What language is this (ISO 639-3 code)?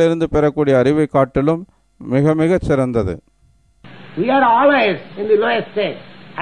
tam